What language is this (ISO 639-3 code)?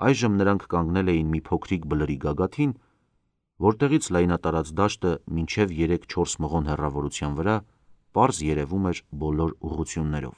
hye